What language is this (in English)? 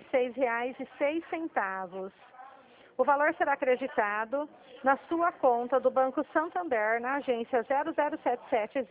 Portuguese